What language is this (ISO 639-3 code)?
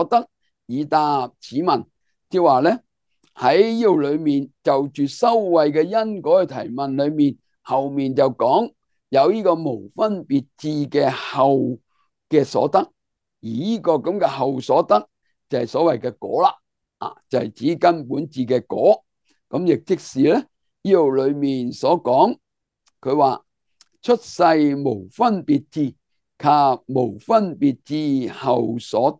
yue